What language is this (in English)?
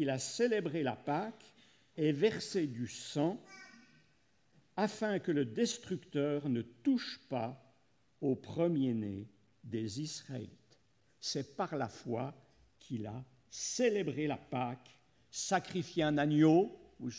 French